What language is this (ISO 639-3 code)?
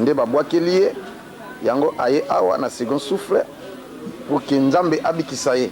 lin